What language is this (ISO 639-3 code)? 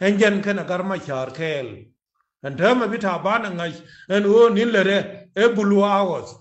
nus